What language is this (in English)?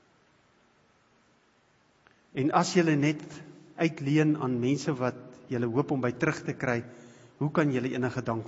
Afrikaans